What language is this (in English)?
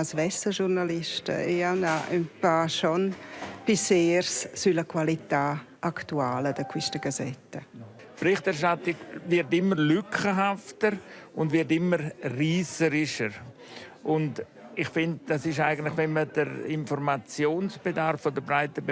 Romansh